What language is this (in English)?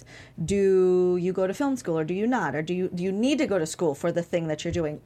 English